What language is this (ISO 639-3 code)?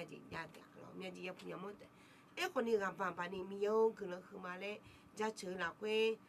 ahk